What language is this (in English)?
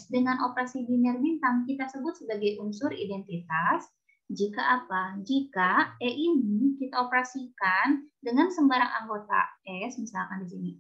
Indonesian